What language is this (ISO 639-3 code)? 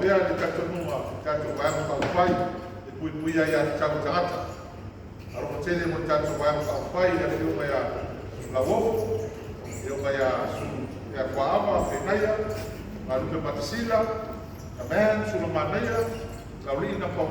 smo